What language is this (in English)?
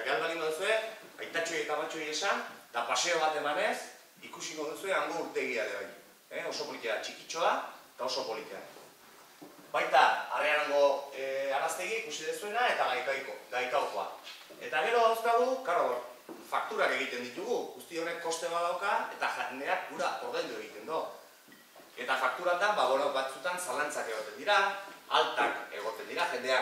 Basque